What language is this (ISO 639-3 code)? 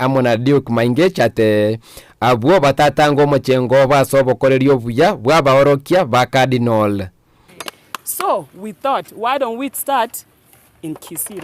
guz